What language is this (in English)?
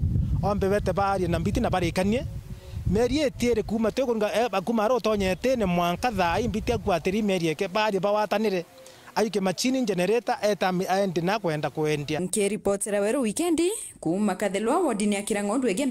Meru